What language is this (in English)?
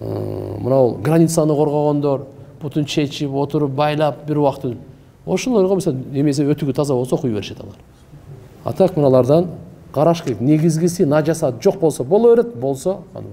Kyrgyz